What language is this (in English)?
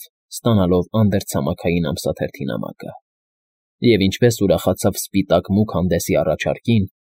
Armenian